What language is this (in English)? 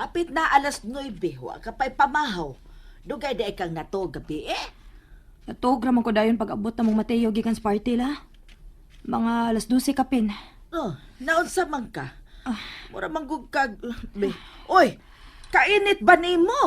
Cebuano